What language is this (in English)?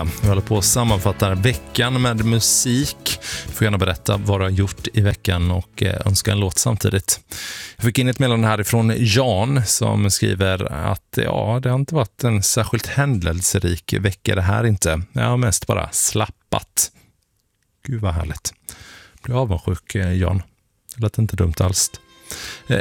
Swedish